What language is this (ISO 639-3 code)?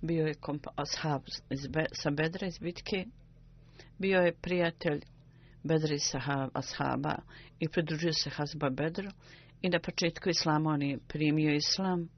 bos